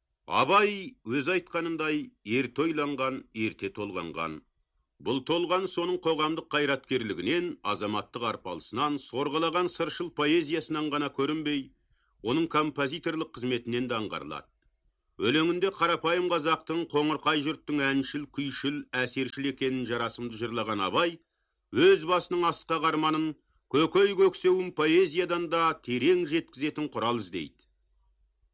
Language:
Kazakh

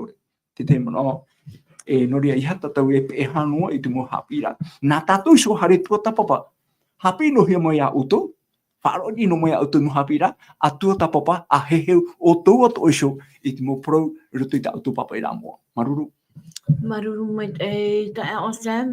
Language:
Tahitian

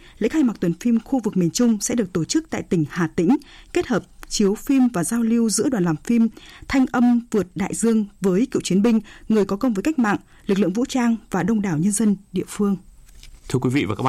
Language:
Vietnamese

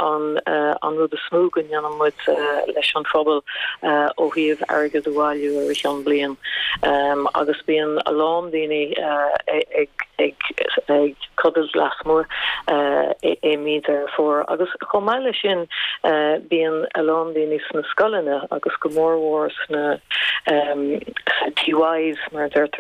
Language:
Irish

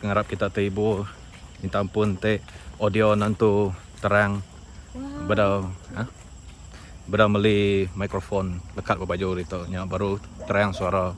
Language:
Iban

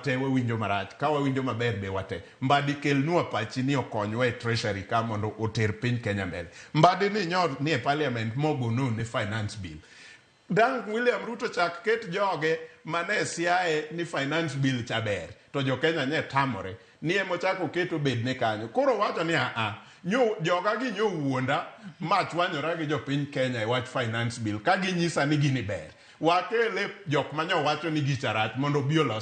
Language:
Luo (Kenya and Tanzania)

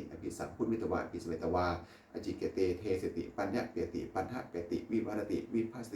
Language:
Pali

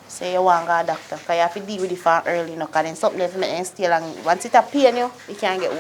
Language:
Jamaican Creole English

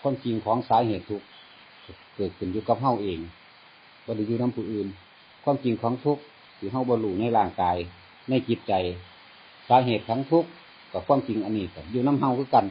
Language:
Lao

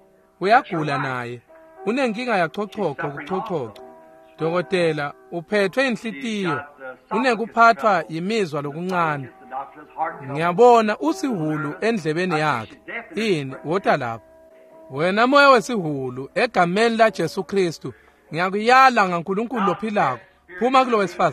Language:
Swati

